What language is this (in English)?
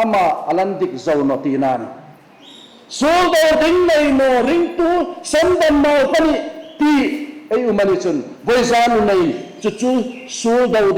Hmar